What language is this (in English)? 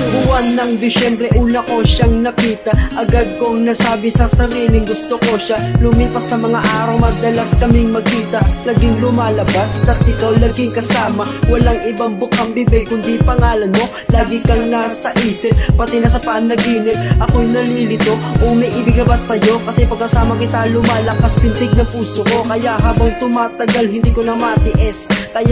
Filipino